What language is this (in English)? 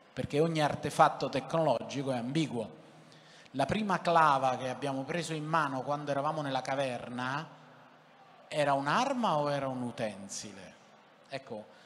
Italian